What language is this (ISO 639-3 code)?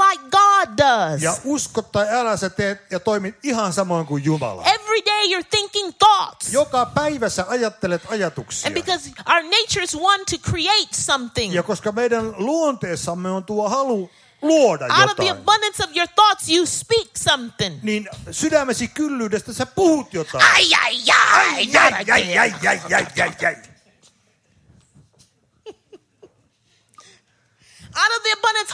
fin